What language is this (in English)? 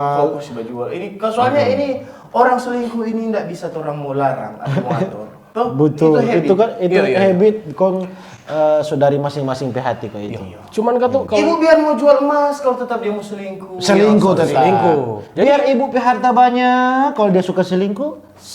Manado Malay